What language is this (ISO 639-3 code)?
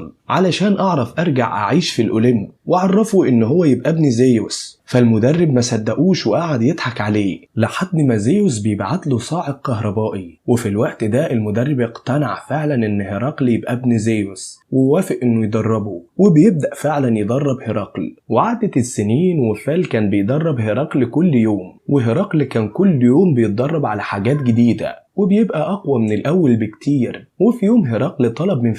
arz